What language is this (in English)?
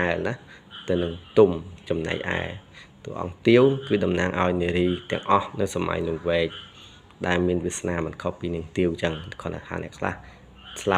Khmer